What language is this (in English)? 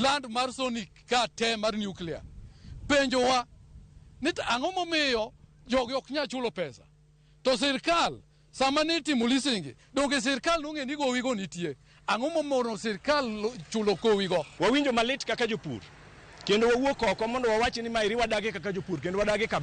Luo (Kenya and Tanzania)